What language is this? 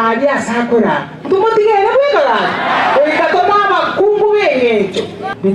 Gusii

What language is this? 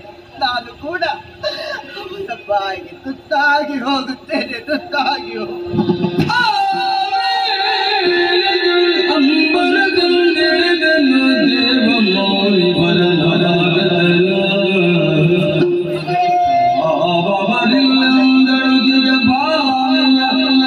Kannada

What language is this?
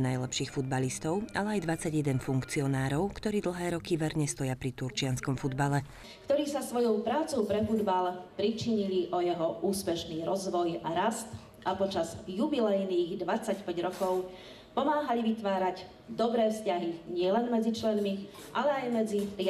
Slovak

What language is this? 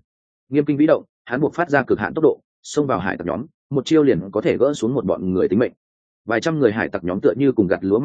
Vietnamese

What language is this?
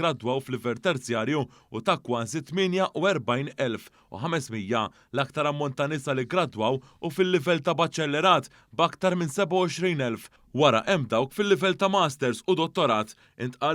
Maltese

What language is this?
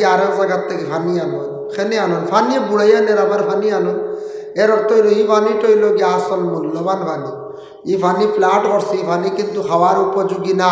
Sylheti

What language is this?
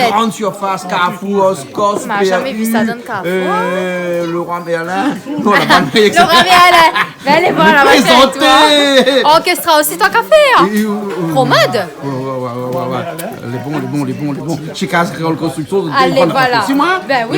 Réunion Creole French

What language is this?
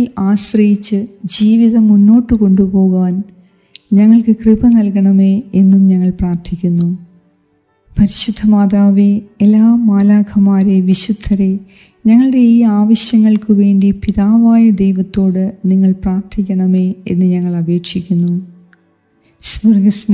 Malayalam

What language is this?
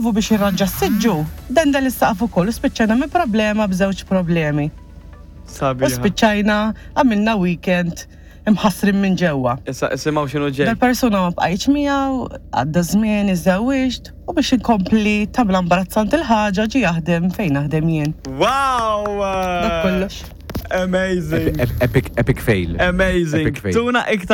Maltese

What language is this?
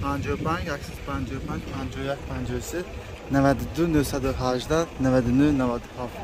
Tajik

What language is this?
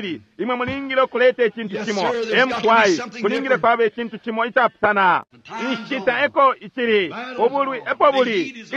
Bemba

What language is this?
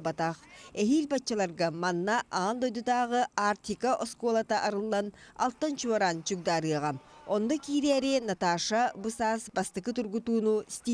Yakut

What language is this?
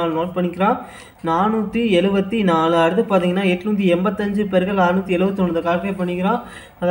Tamil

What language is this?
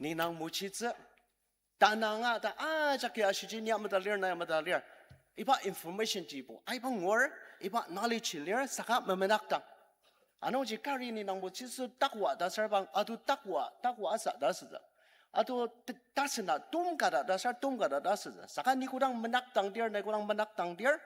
Ao Naga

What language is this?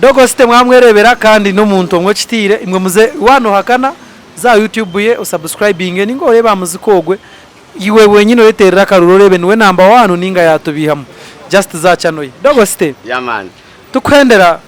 Nyankole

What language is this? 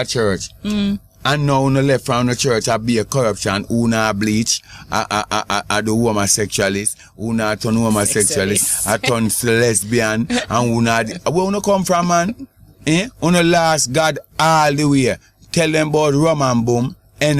Jamaican Creole English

